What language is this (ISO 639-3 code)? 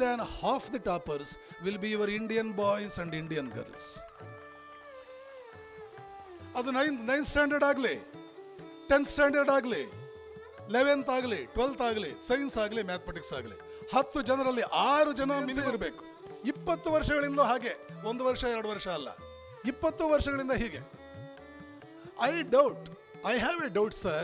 kan